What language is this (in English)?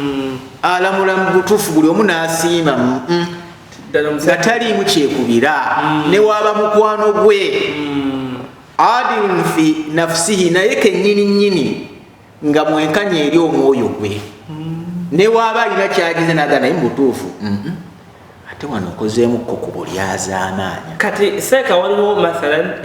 Ganda